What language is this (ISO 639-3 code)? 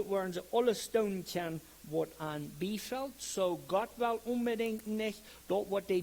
pdt